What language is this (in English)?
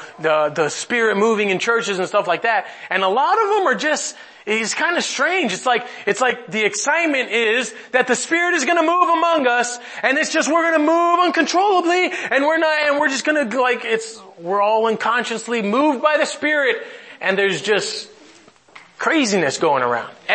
English